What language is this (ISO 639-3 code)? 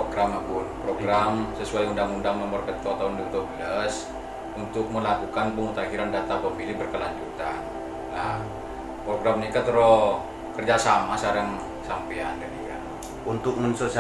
mad